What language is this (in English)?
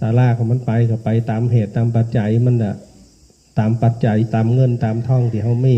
Northeastern Thai